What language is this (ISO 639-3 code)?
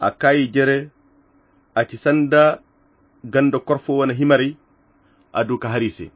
khq